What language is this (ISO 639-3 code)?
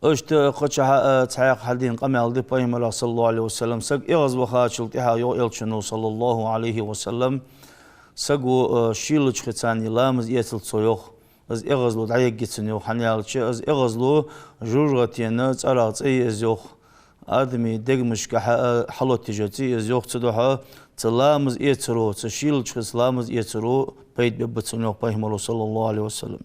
inh